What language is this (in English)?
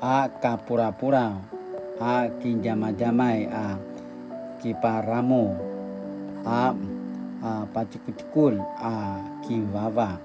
Paiwan